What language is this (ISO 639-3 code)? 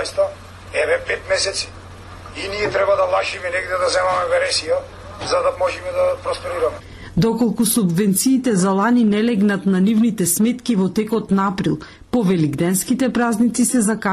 mkd